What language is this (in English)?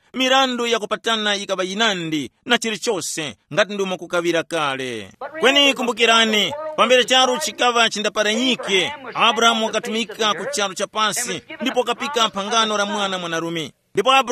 Tumbuka